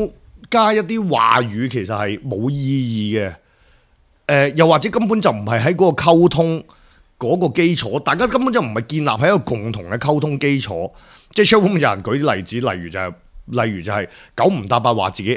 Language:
Cantonese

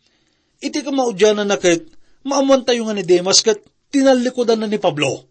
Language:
Iloko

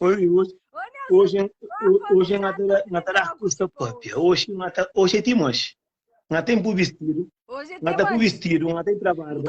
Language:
Kabuverdianu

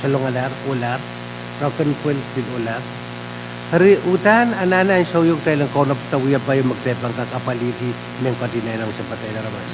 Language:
Pohnpeian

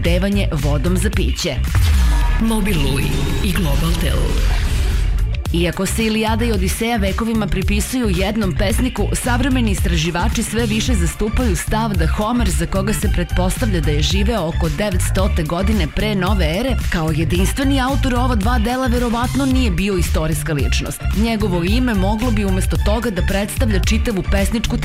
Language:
Serbian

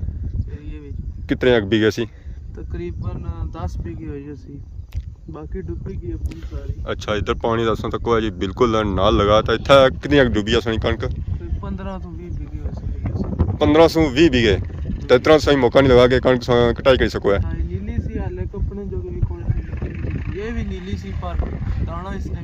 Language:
Pahari-Potwari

